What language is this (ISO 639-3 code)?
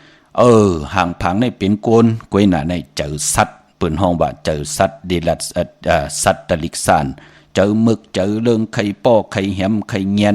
shn